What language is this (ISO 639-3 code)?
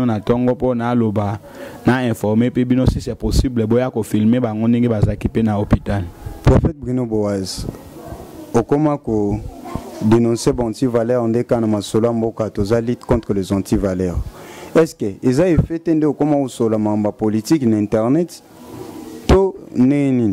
lin